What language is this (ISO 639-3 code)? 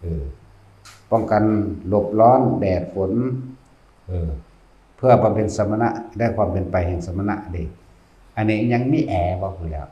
tts